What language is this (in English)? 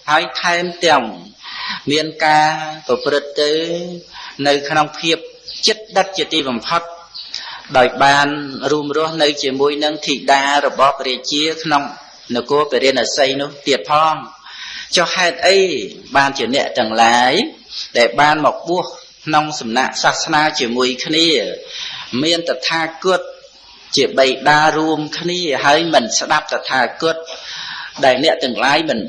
Khmer